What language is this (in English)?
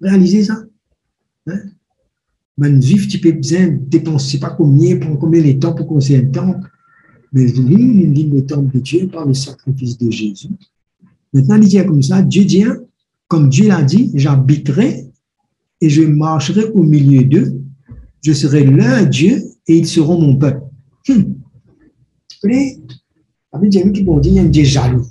Morisyen